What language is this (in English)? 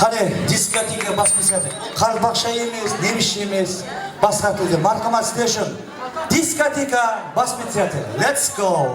Kara-Kalpak